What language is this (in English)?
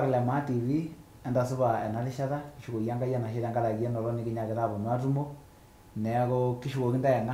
Masai